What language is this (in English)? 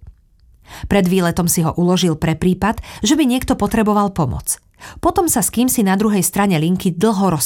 Slovak